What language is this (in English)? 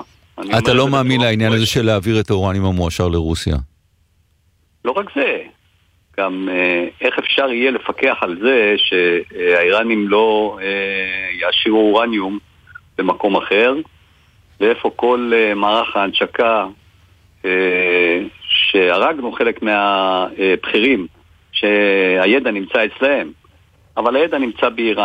Hebrew